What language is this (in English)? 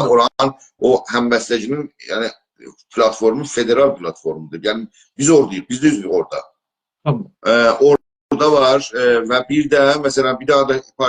South Azerbaijani